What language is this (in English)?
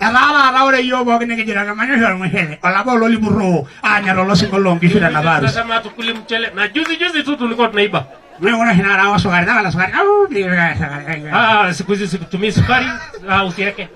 Masai